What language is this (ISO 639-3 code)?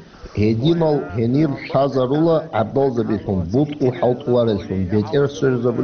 ava